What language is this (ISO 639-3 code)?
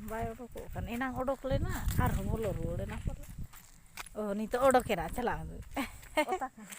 sat